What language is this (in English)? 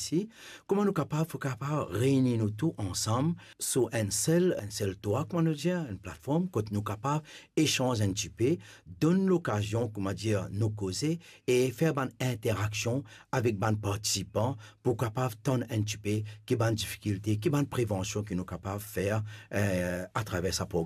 Morisyen